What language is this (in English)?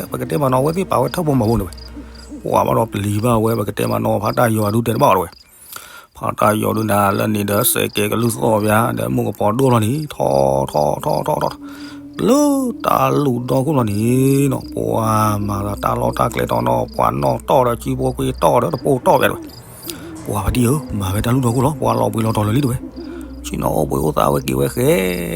S'gaw Karen